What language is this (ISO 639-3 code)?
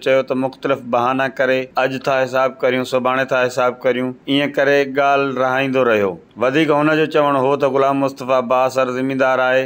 snd